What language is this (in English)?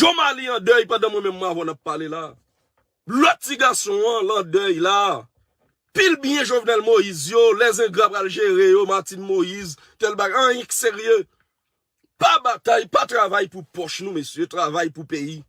Haitian Creole